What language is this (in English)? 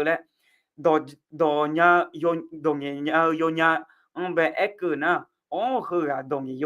Akha